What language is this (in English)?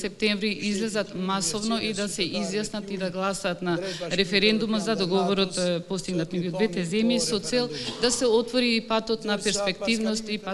Macedonian